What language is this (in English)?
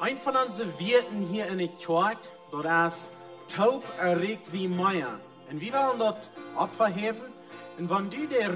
Plautdietsch